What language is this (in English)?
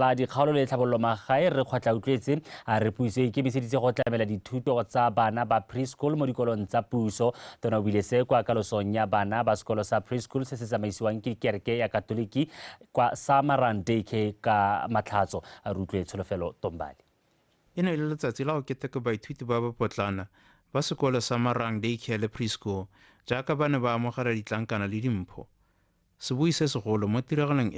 Tswana